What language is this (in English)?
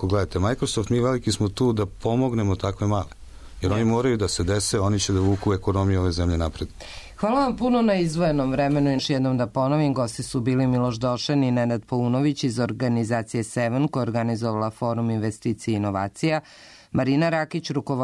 Serbian